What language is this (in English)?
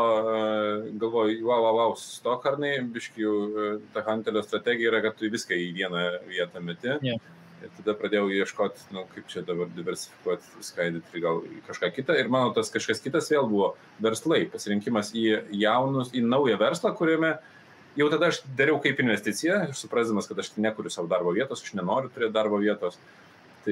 Lithuanian